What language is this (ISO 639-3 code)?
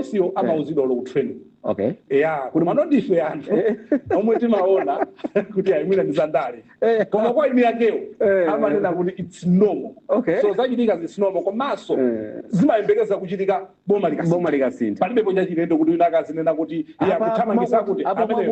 nya